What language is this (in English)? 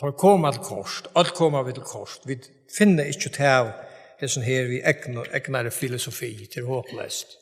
Faroese